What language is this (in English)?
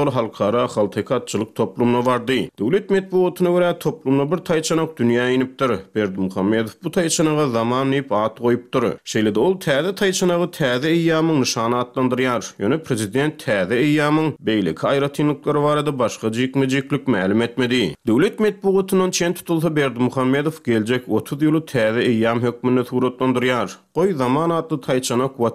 Turkmen